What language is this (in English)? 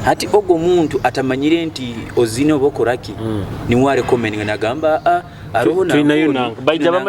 Nyoro